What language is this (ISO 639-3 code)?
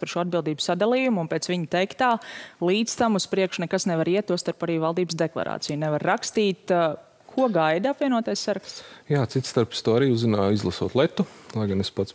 lav